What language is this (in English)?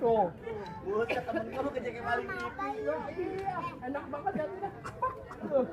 Betawi